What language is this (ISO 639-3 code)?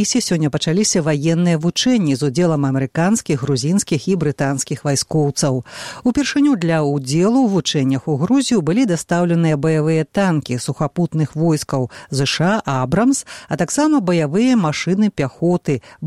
bel